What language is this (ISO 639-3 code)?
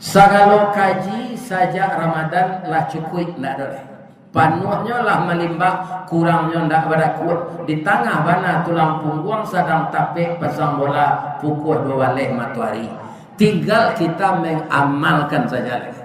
min